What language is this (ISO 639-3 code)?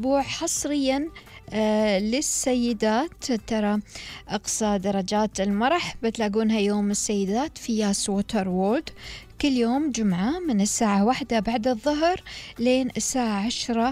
afb